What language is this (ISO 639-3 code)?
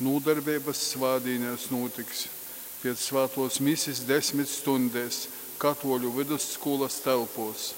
ltg